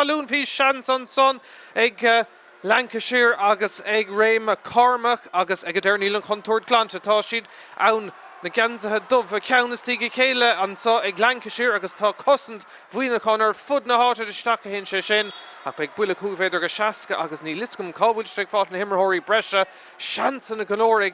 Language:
Irish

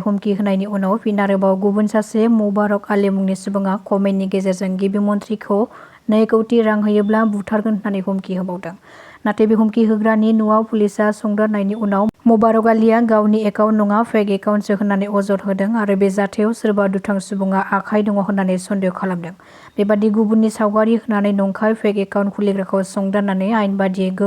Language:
Bodo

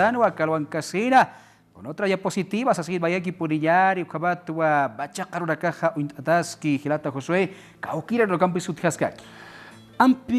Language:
Aymara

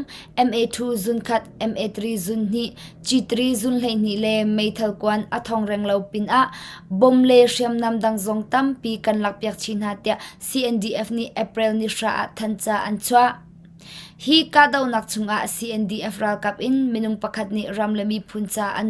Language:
Hakha Chin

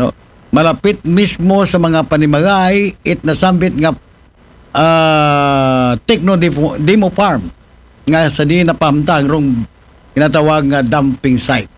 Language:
Aklanon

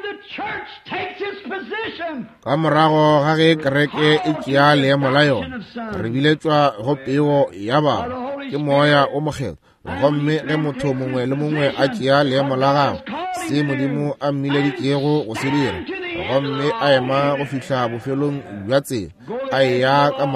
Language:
Northern Sotho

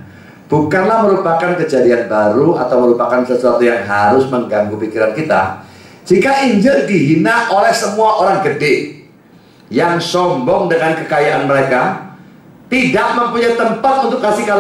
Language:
Indonesian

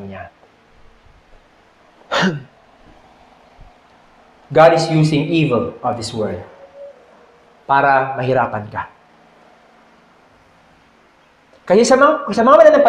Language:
Filipino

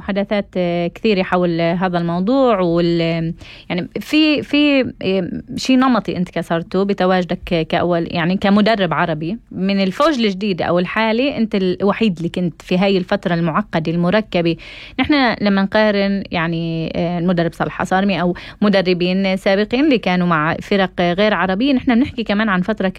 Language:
North Levantine Arabic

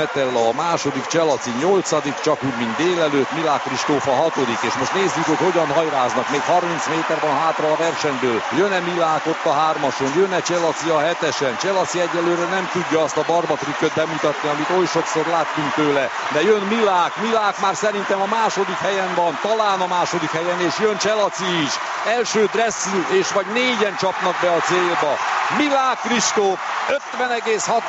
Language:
Hungarian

